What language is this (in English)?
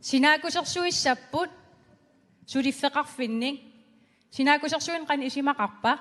Kalaallisut